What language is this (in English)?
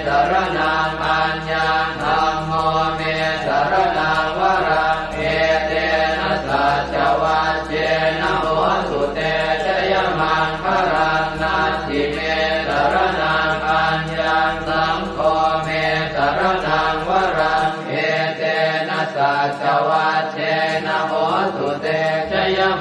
Pali